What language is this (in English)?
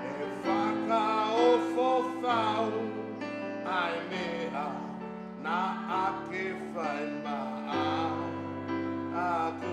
Tongan